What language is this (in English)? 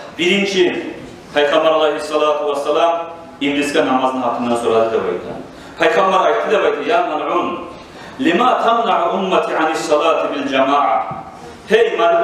Kumyk